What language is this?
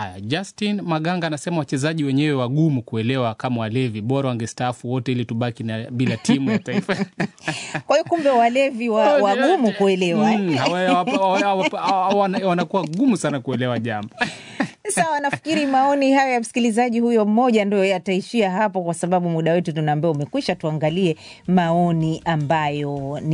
Swahili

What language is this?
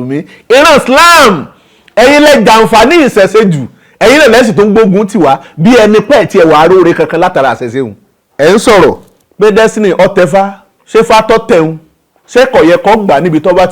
Yoruba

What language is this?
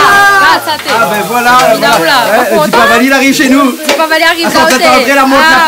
Réunion Creole French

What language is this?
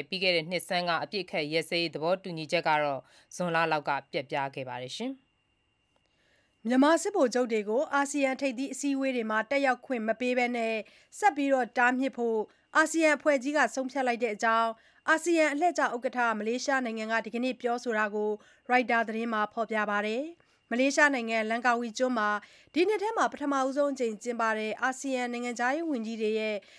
Burmese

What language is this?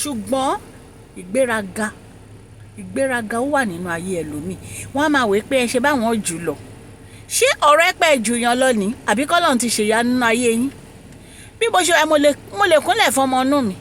Yoruba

